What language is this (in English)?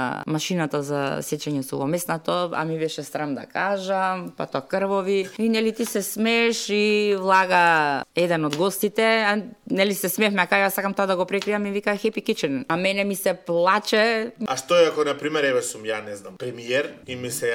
Macedonian